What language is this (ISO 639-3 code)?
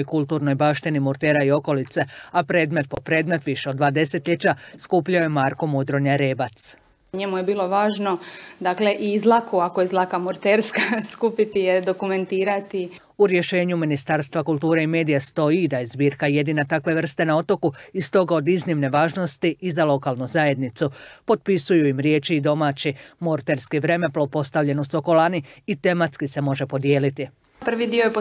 hrv